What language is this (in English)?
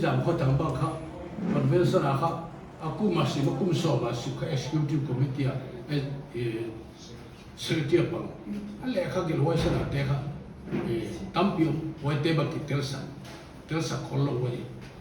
Paite Chin